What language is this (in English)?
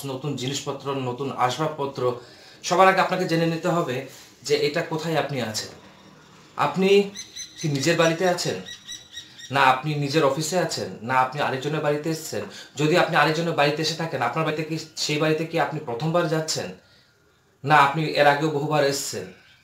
Bangla